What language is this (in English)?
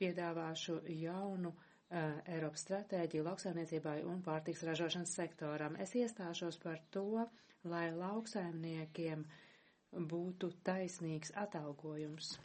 Latvian